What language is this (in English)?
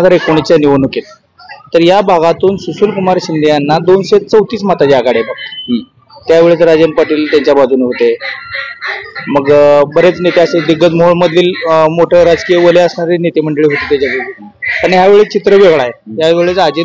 Marathi